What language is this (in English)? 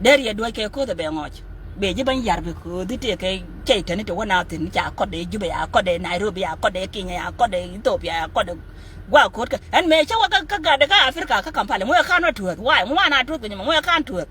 Nuer